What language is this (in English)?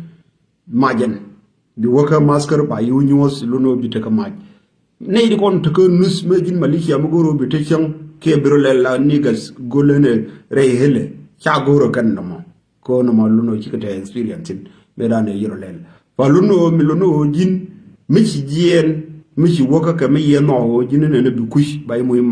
Nuer